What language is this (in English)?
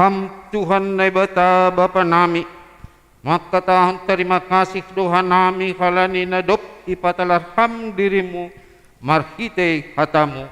Batak Simalungun